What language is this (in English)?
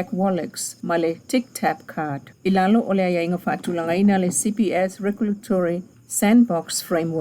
Samoan